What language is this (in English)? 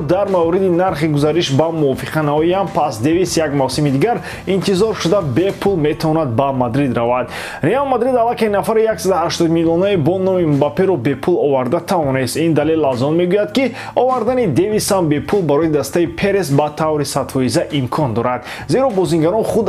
Tajik